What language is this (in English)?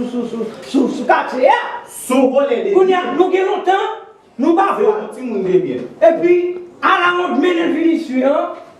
Haitian Creole